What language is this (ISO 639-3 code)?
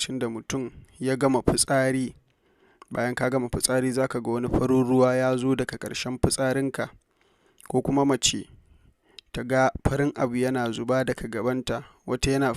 hau